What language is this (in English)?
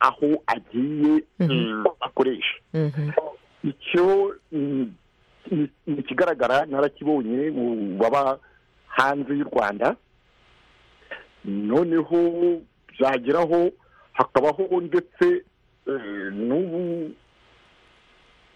Kinyarwanda